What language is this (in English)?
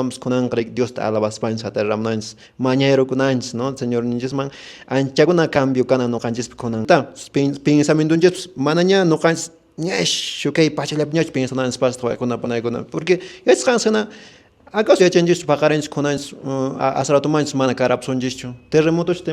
Quechua